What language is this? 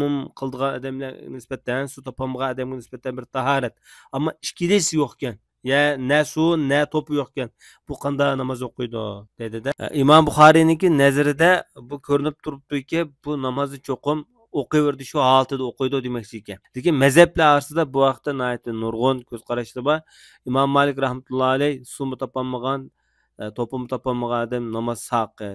Uyghur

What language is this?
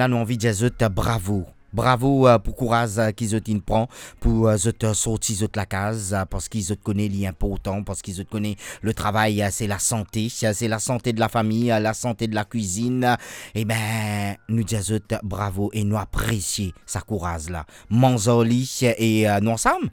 Morisyen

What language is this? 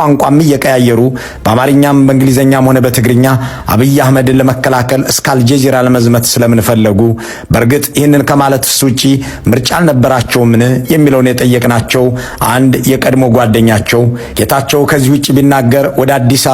Amharic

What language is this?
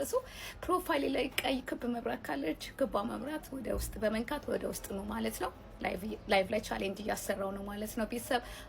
Amharic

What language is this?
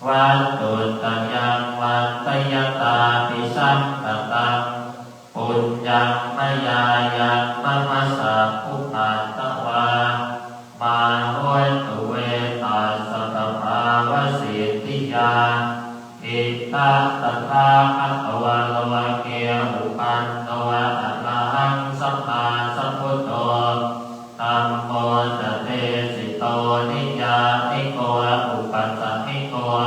Pali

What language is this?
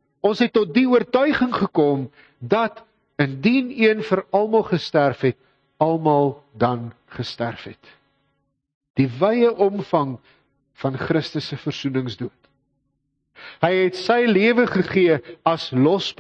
Afrikaans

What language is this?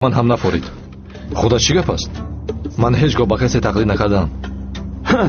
Tajik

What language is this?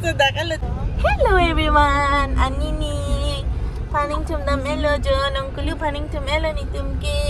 Karbi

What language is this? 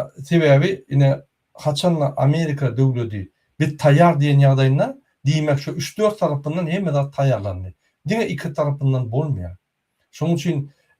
Turkmen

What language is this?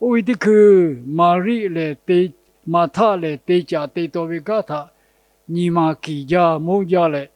Lahu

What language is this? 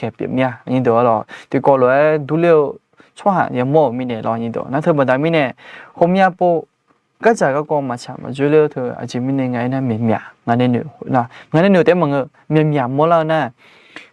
Akha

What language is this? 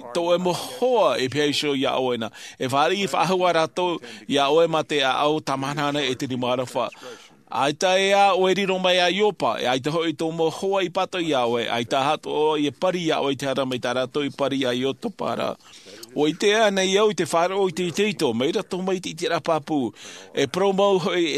Tahitian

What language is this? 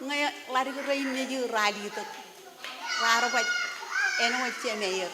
Marshallese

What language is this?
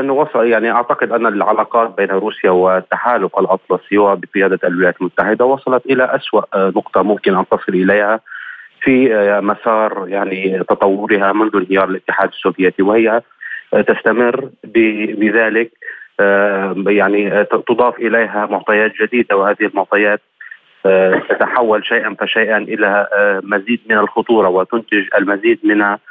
Arabic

